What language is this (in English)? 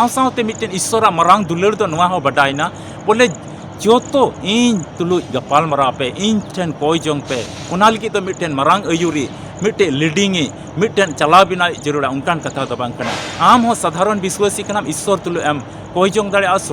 Santali